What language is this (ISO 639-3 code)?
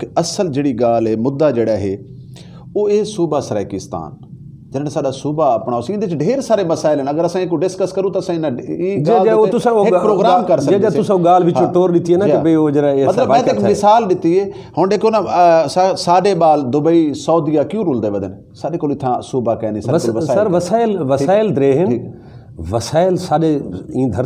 skr